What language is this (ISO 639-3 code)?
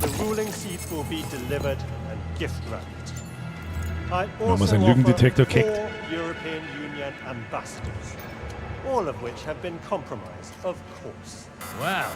bar